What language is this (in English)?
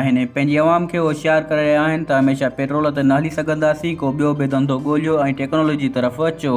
Sindhi